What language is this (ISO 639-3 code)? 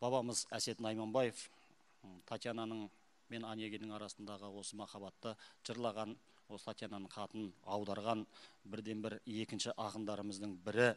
kaz